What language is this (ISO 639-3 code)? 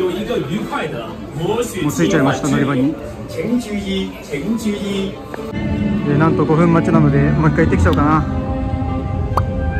jpn